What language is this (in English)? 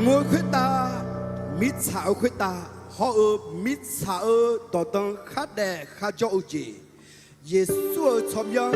Akha